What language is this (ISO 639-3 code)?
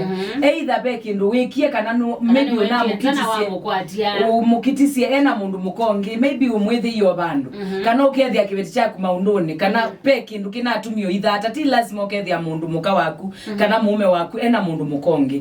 kam